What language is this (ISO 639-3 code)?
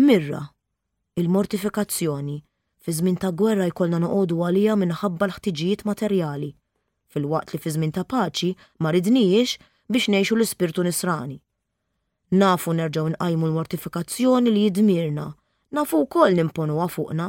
mlt